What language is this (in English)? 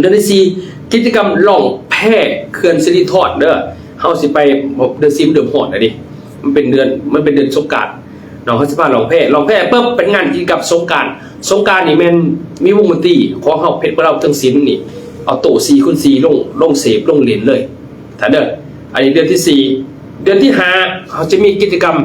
Lao